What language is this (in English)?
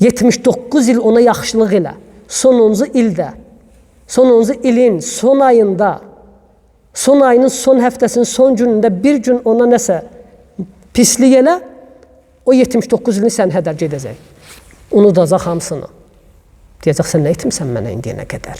Azerbaijani